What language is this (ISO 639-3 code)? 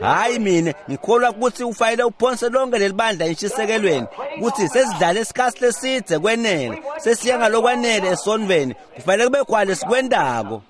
ssw